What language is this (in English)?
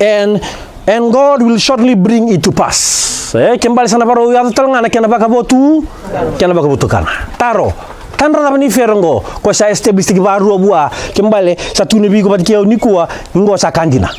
Fijian